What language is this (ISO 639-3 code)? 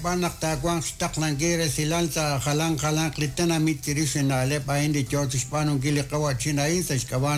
kek